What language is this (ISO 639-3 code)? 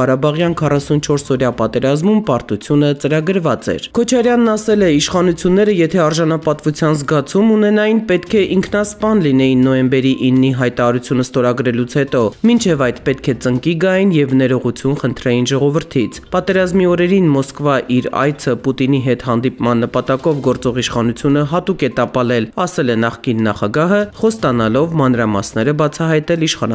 hye